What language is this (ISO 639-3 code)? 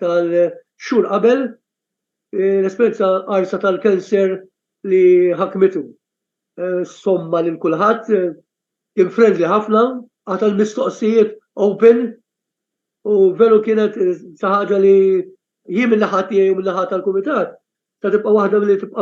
mlt